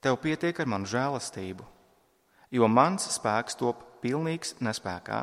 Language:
Latvian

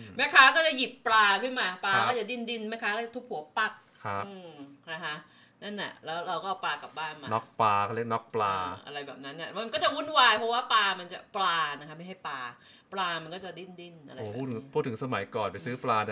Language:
Thai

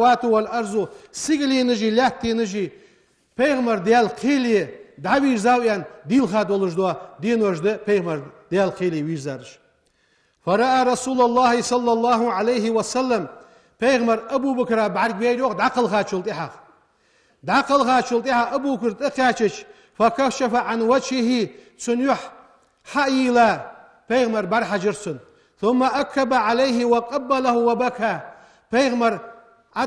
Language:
Ingush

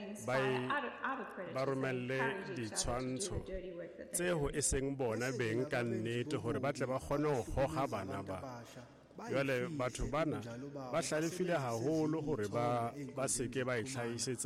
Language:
Tswana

